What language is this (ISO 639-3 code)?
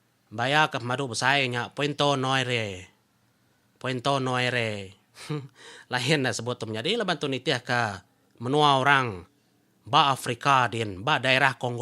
iba